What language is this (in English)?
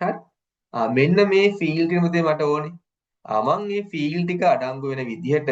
Sinhala